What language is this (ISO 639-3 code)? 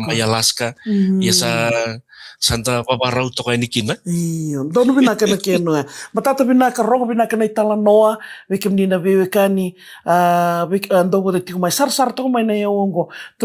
fij